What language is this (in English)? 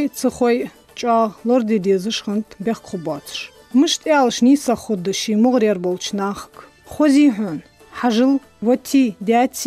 Ingush